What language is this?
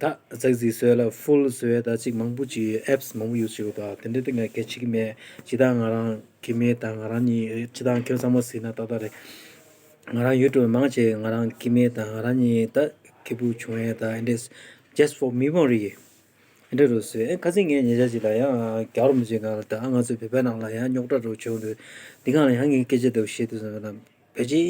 Tibetan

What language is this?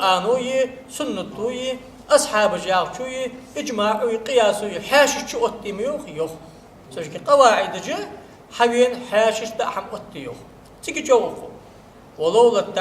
Ingush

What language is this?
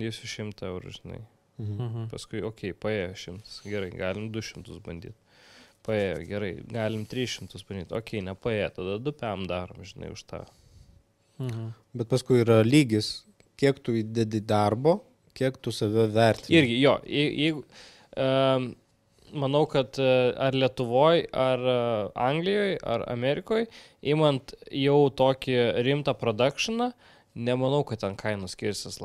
Lithuanian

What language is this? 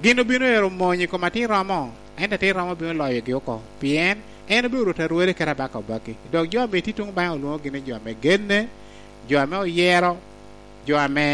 Lango (Uganda)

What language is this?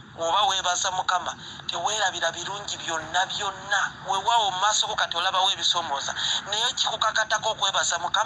Ganda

